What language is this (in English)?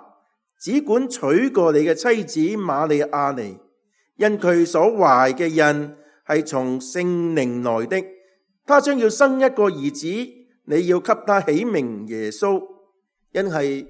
Cantonese